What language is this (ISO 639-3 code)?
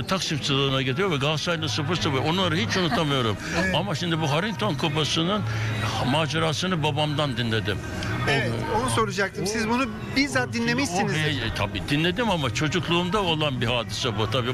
tur